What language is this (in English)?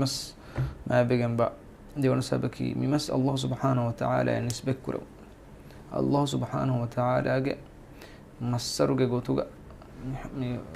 Divehi